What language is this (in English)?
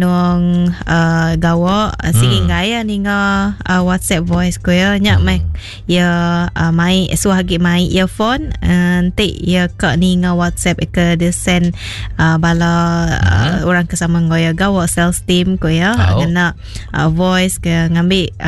Iban